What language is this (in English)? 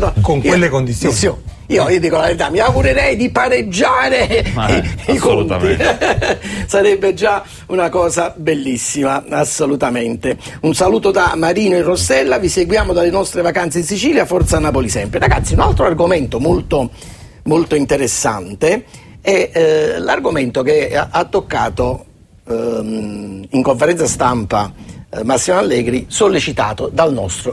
Italian